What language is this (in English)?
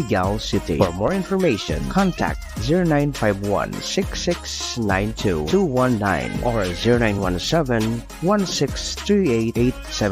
Bikol